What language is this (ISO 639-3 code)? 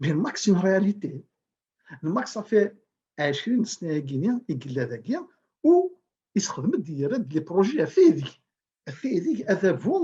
kab